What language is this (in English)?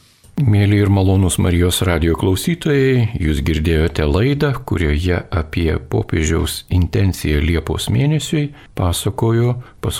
Lithuanian